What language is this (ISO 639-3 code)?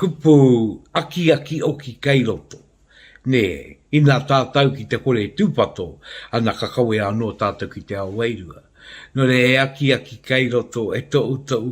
mri